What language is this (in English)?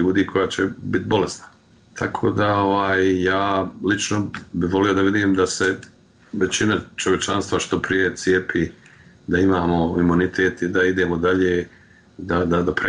Serbian